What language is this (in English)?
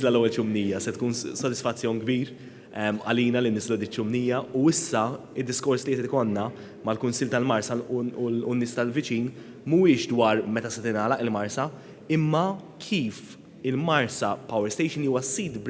Maltese